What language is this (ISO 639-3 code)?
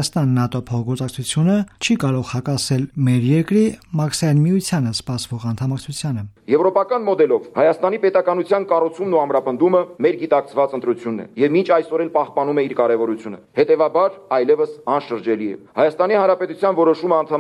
hye